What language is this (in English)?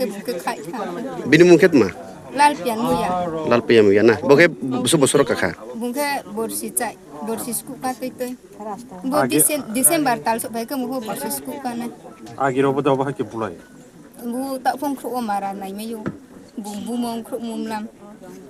Kok Borok